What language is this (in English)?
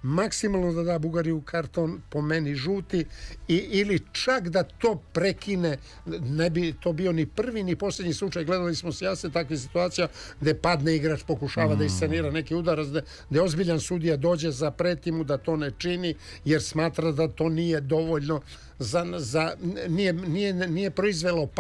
Serbian